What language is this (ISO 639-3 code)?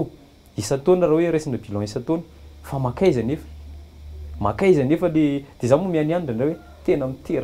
mlg